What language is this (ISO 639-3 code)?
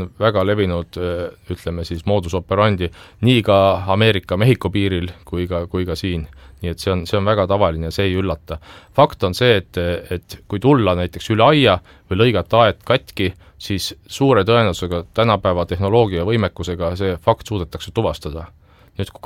est